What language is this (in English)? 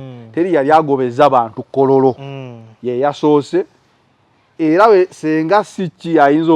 Ganda